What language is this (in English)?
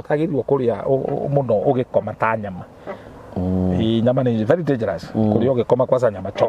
Kikuyu